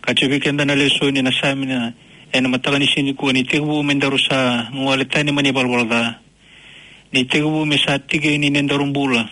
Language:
Fijian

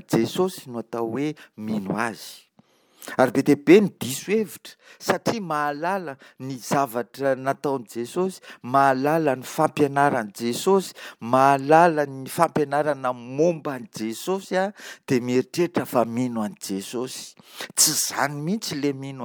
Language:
Malagasy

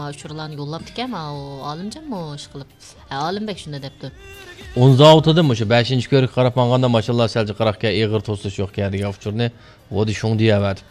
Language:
Uyghur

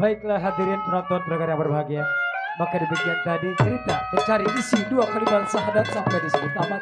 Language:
Betawi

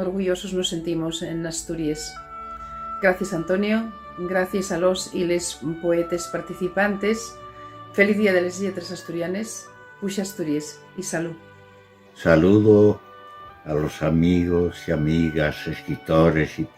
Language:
Asturian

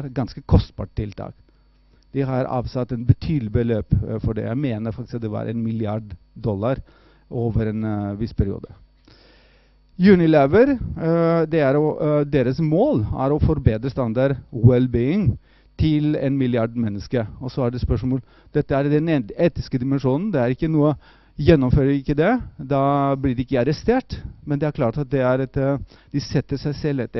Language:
Norwegian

